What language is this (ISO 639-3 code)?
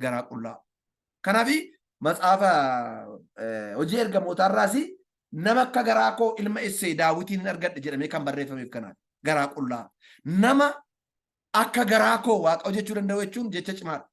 orm